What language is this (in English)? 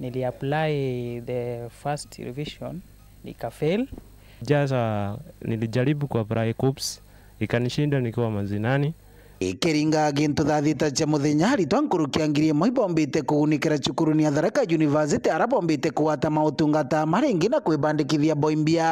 Meru